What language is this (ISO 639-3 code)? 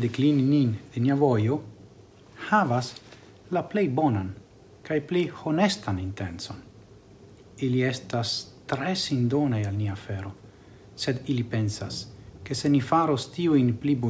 epo